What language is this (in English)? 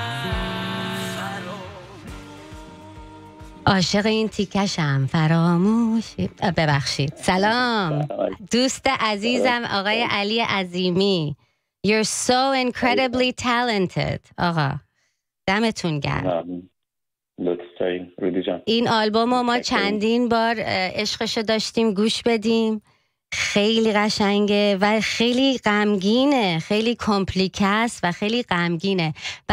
Persian